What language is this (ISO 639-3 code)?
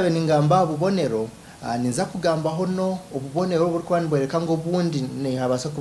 nyn